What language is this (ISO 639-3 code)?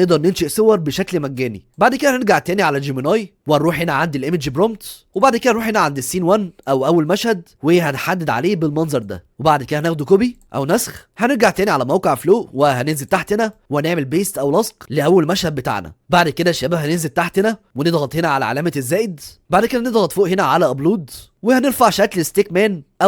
arz